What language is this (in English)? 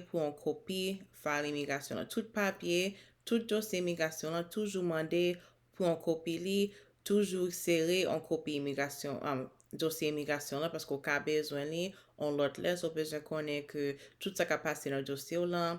Haitian Creole